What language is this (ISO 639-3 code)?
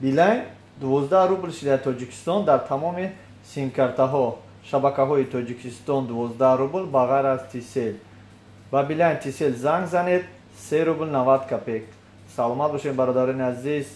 tgk